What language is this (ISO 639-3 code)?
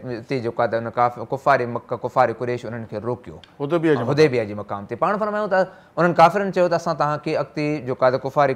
snd